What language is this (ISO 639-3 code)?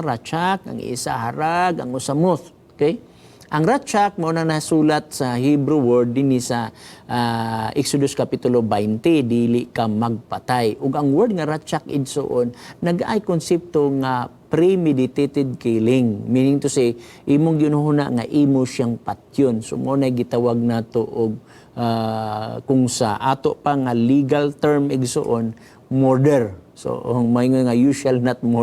ceb